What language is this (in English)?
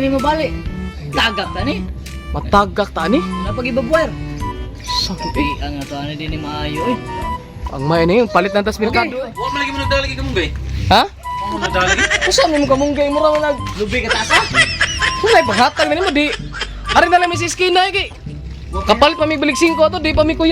Cebuano